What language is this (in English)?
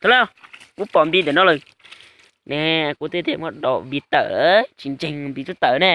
Hmong